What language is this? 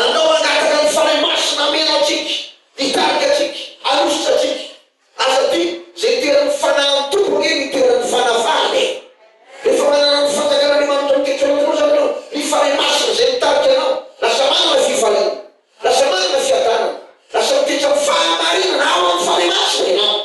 Malagasy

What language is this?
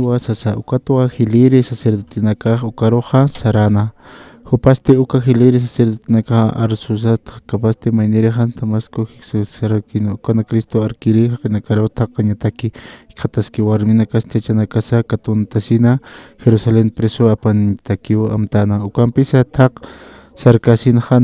Aymara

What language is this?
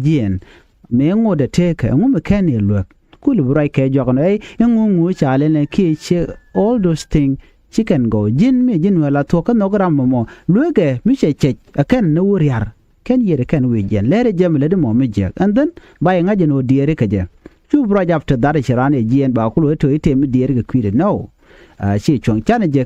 Nuer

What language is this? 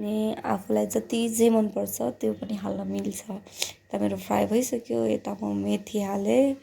Nepali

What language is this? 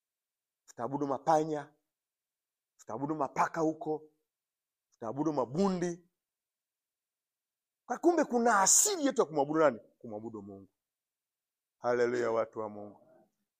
Swahili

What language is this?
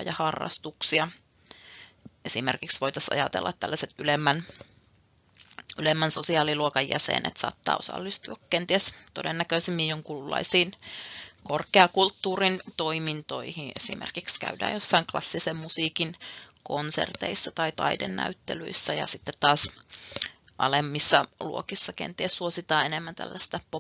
Finnish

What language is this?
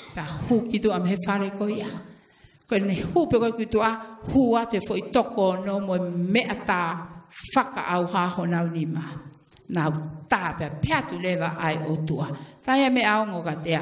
Tongan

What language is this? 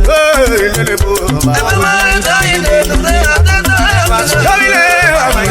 Urhobo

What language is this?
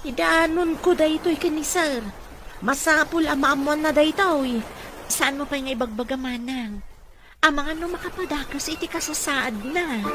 Iloko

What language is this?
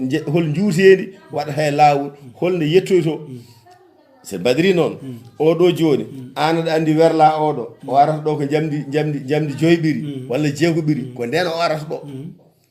Fula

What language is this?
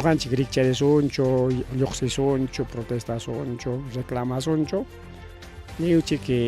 Ayacucho Quechua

